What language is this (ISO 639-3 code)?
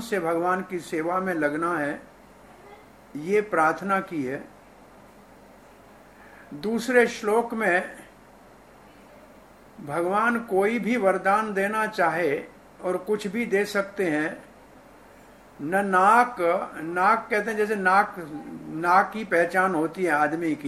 hin